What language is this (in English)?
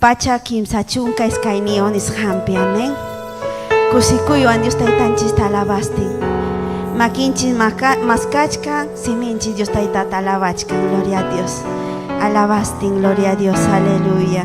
Ayacucho Quechua